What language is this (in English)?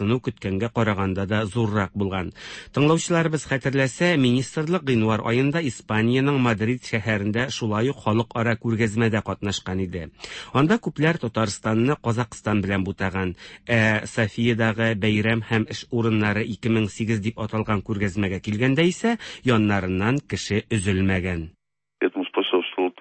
Tatar